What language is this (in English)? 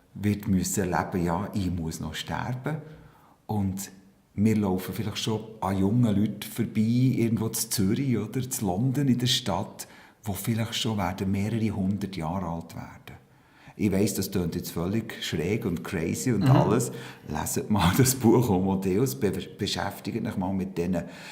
Swiss German